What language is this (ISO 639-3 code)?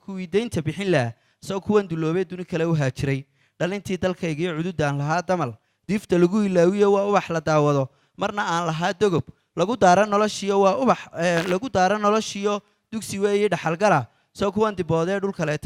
som